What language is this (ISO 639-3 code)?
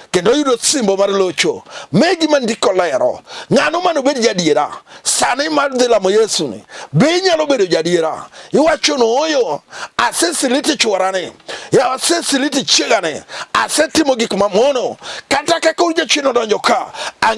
luo